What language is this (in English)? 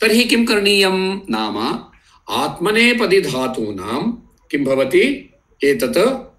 Sanskrit